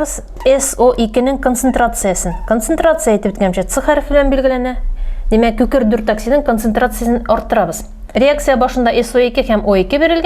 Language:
Tatar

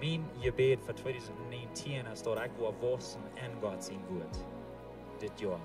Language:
Plautdietsch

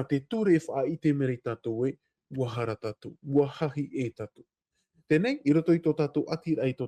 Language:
Tahitian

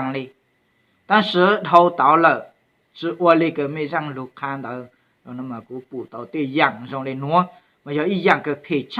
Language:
Hmong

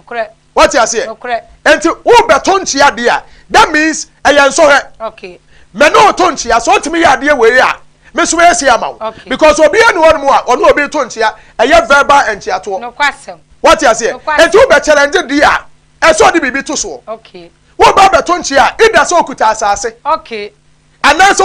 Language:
Akan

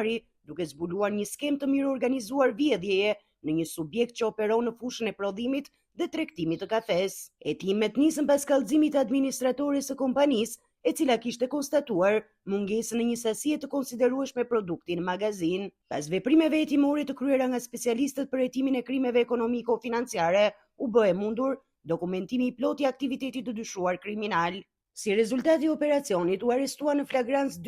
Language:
Albanian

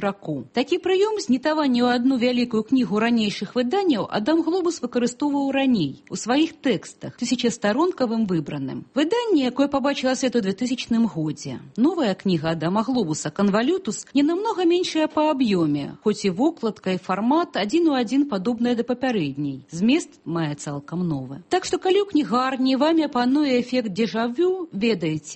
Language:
Belarusian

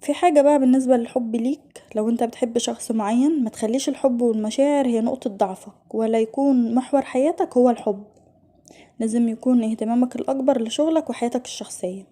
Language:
Egyptian Arabic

